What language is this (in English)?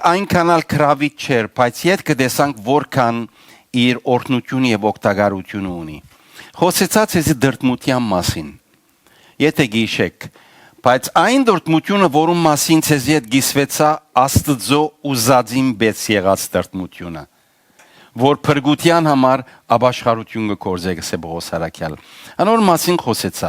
Western Armenian